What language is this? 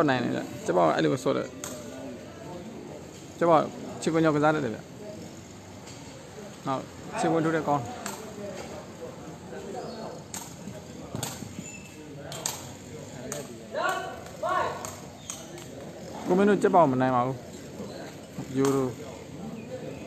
Burmese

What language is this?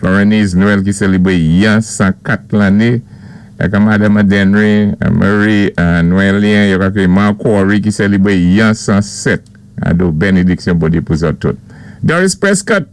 Saint Lucian Creole French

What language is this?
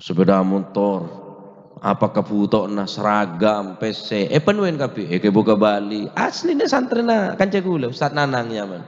Madurese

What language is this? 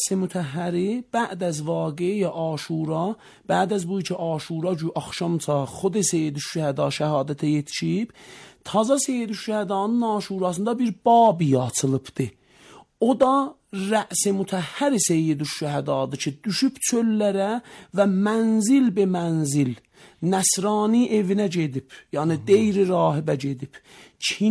Azerbaijani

